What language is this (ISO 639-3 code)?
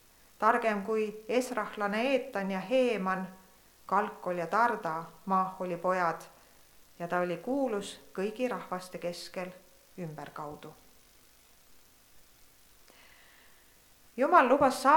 est